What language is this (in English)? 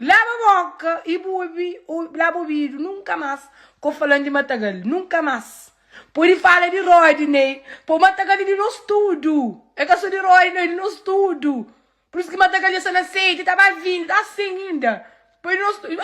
Kabuverdianu